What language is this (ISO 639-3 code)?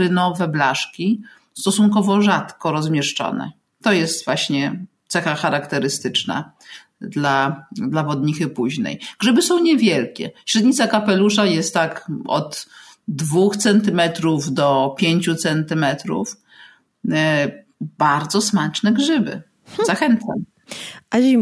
pol